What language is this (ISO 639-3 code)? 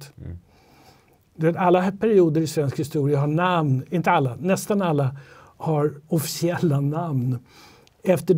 swe